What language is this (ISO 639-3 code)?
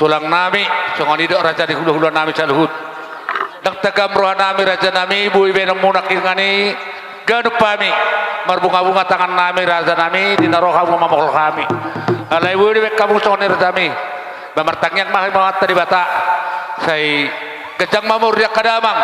bbc